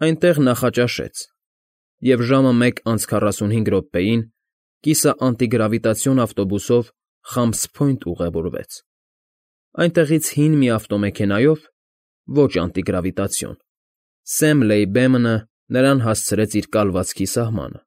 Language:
Armenian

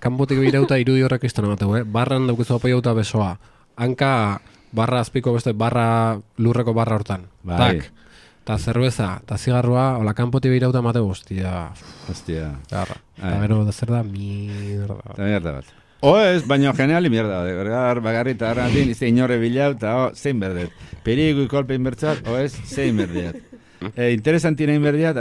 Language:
Basque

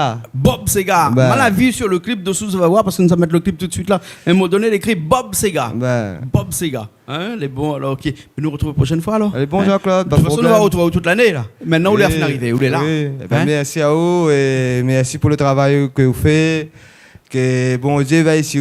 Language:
Réunion Creole French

